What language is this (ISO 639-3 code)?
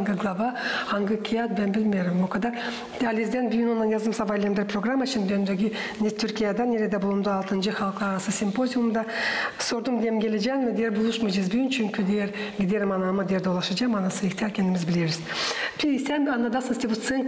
gag